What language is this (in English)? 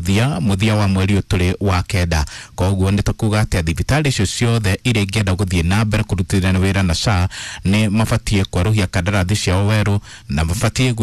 Kikuyu